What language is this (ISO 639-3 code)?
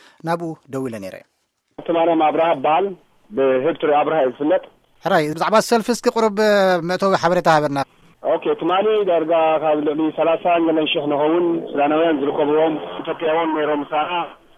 tir